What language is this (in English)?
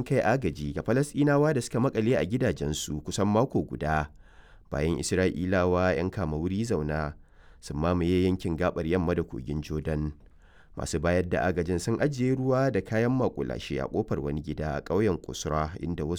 Hausa